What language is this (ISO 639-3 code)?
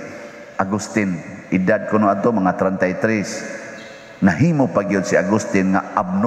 ceb